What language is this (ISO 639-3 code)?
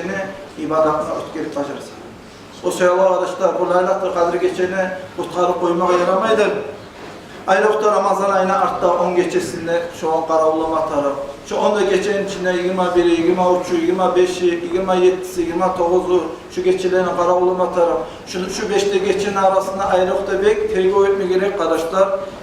kum